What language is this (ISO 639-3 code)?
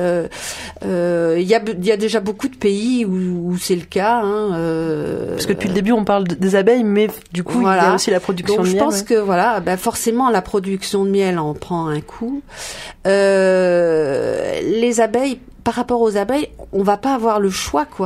fra